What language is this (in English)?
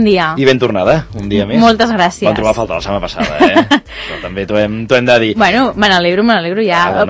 Catalan